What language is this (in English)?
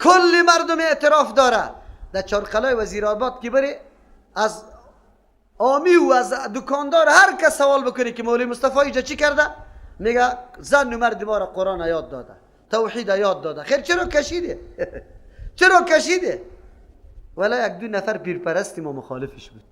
Persian